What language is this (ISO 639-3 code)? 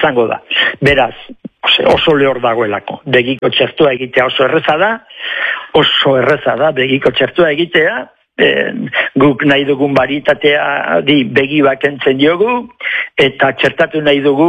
eus